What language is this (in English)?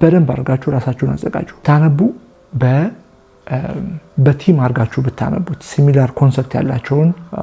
Amharic